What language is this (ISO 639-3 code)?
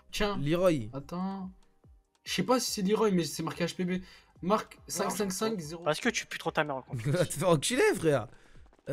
fra